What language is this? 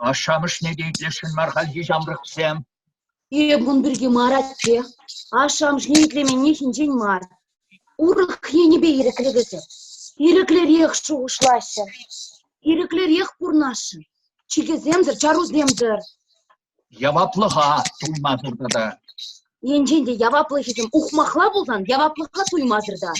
Chuvash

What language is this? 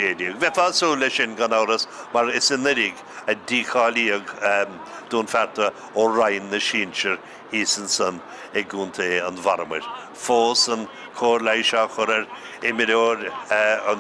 Irish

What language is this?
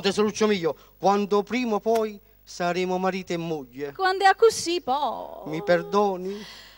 Neapolitan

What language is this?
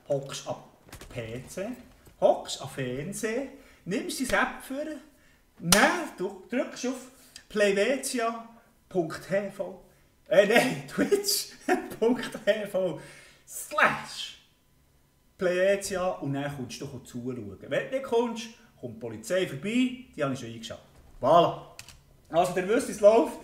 Swiss German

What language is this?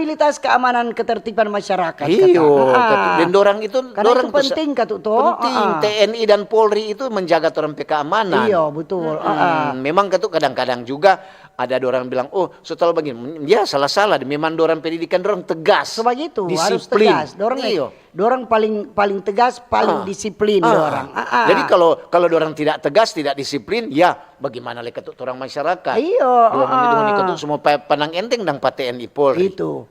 Manado Malay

